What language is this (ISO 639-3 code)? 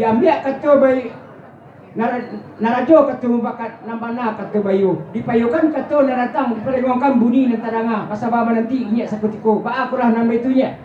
min